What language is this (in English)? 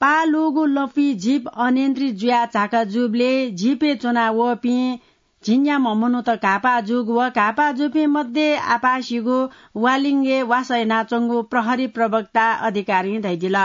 Newari